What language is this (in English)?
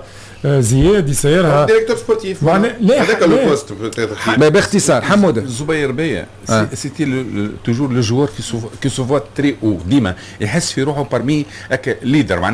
Tunisian Arabic